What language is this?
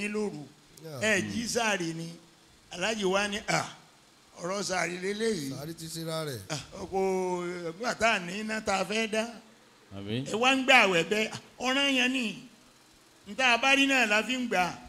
Yoruba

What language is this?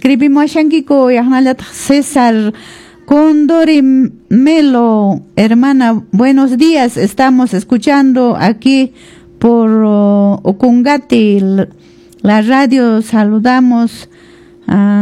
Quechua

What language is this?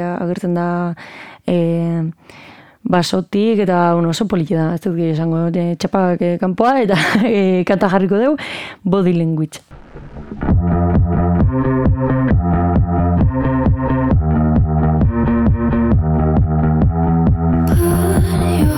Basque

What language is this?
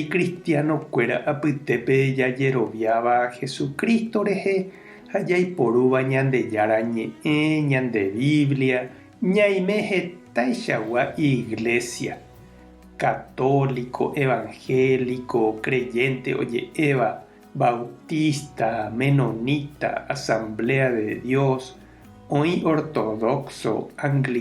Guarani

